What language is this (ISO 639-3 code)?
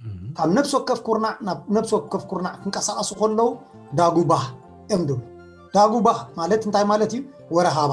tir